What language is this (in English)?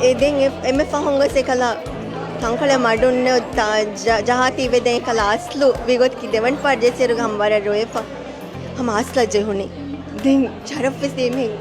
Divehi